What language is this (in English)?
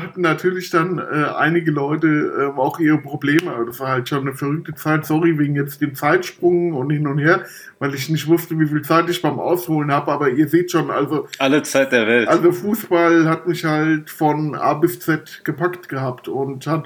German